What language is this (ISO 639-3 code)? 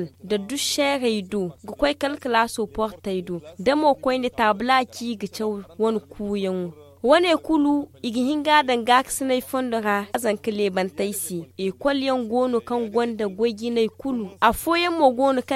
dje